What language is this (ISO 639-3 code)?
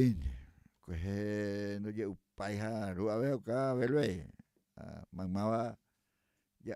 grn